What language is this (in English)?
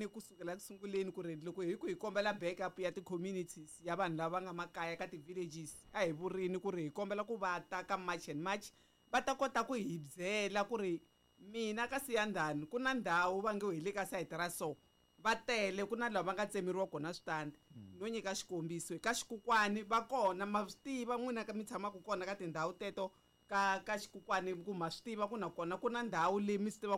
Tsonga